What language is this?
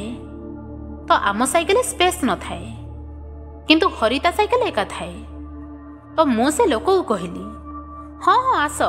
Odia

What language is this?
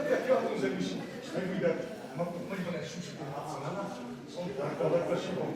Ossetic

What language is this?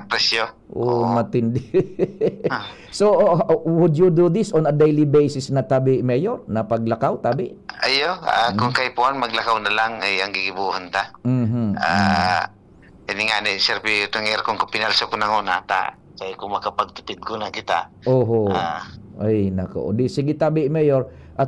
Bikol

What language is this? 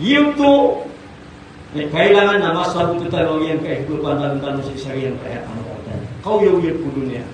Maranao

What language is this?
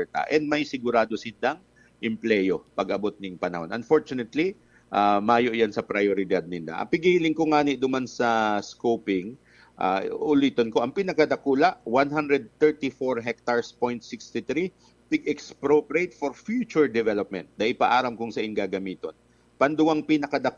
Bikol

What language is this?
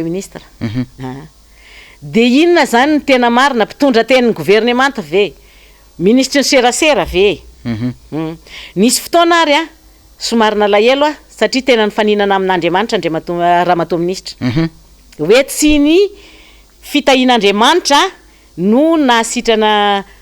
Malagasy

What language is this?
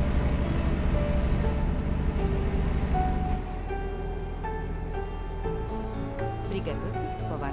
Russian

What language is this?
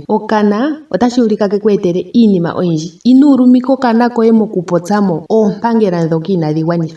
Ndonga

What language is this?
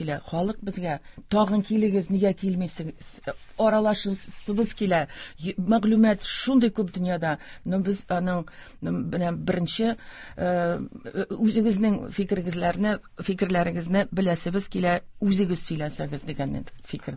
Tatar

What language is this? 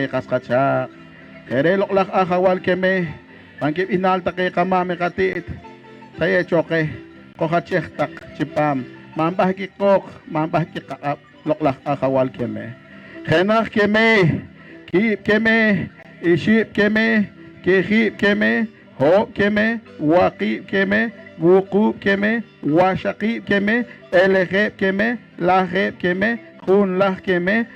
Poqomchi'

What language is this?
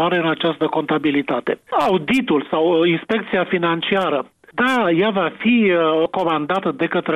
Romanian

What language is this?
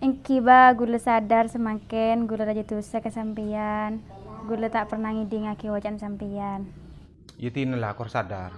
Madurese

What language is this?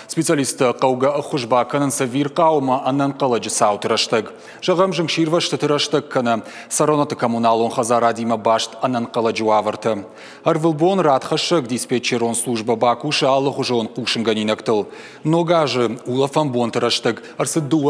Ossetic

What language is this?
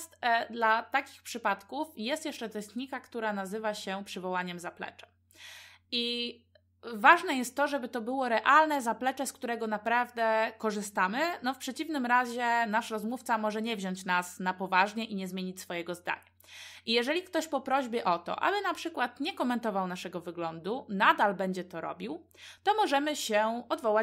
Polish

